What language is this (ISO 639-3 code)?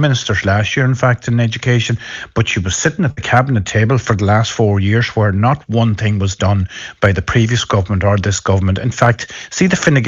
eng